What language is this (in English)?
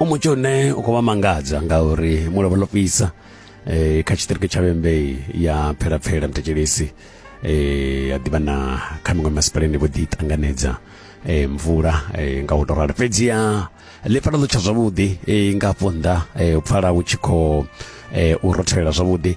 Venda